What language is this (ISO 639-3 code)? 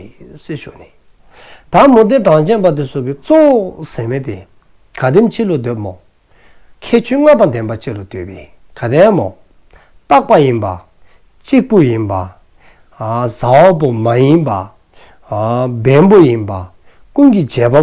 dzo